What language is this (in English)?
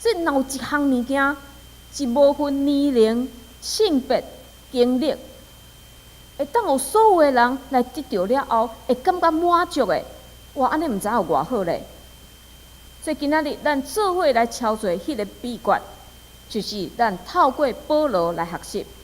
Min Nan Chinese